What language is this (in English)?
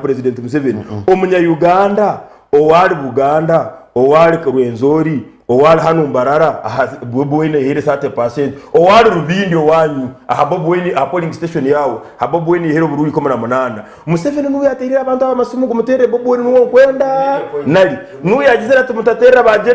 Nyankole